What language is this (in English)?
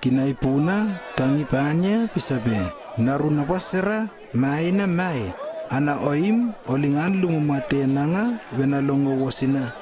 Lewo